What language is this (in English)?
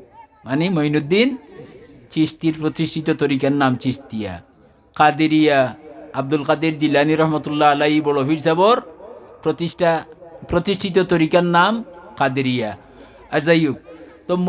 Sylheti